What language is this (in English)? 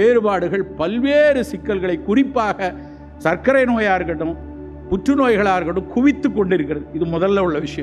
Tamil